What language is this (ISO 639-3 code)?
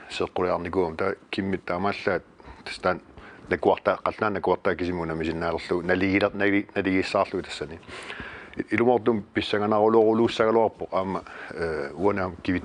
kal